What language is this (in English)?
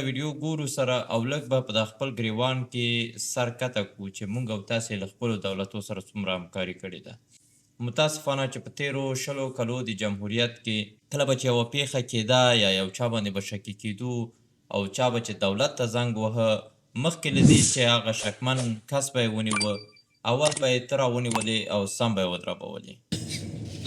Pashto